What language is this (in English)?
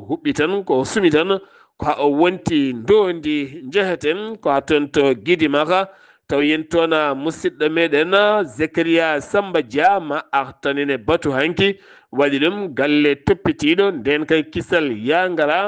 Fula